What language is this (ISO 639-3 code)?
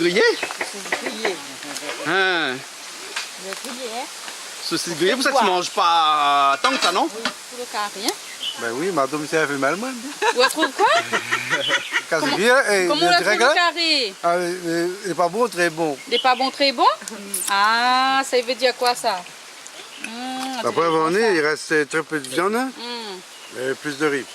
rcf